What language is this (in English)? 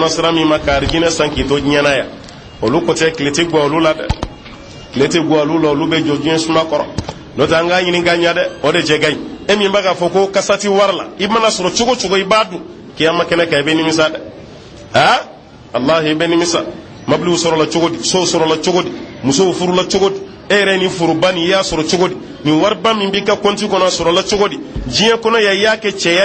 Bambara